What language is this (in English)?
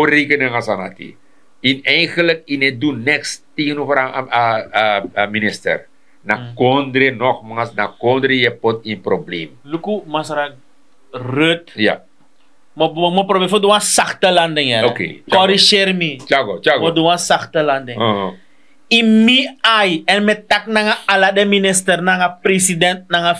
Sranan Tongo